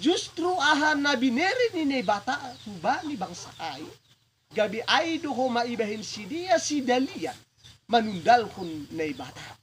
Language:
Batak Simalungun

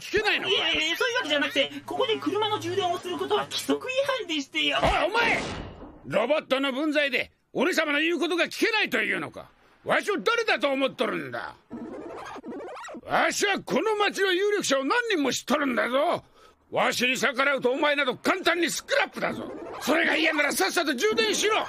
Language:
Japanese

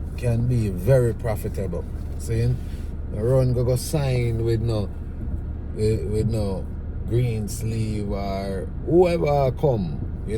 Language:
Jamaican Creole English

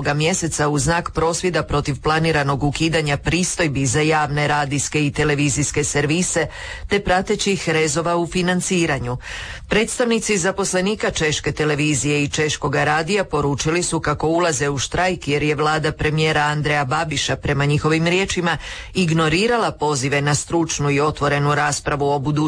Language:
Croatian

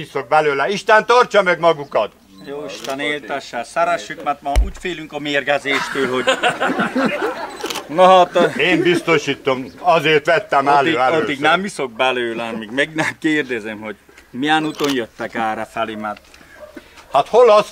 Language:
Hungarian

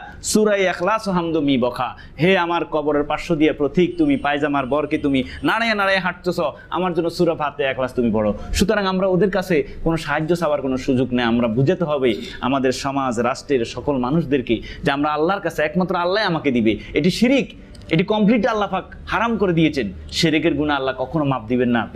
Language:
Bangla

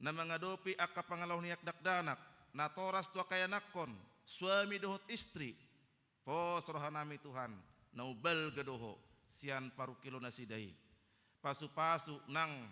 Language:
Batak Toba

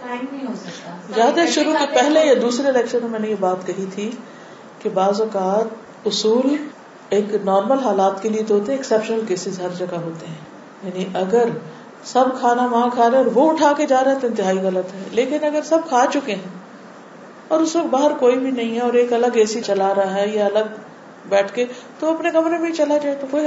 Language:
Urdu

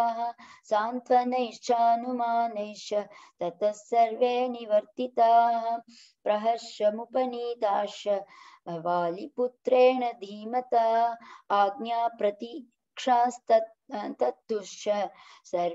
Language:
Sanskrit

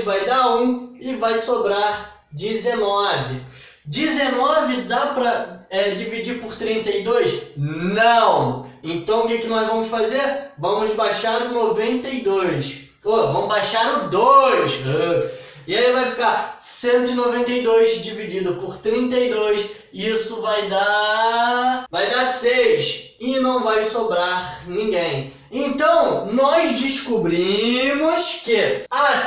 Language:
Portuguese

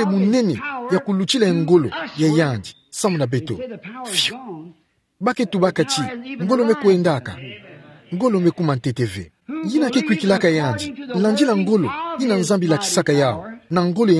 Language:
Kituba (Democratic Republic of Congo)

